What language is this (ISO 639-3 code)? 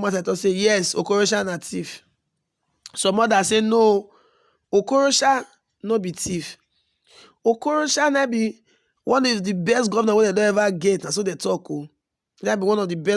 pcm